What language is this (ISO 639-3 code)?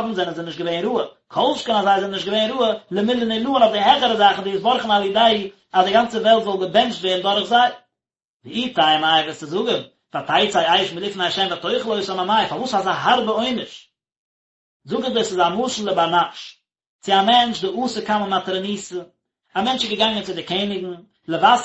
yid